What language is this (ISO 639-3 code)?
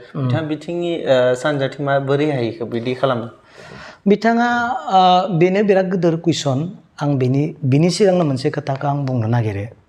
brx